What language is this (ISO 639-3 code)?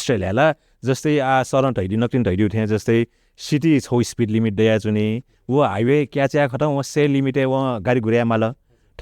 new